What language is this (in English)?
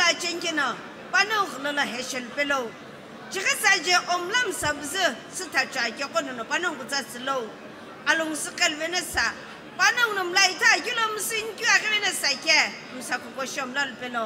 Sumi Naga